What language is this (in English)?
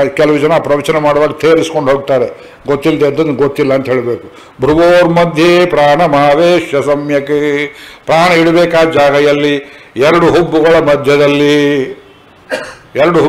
Kannada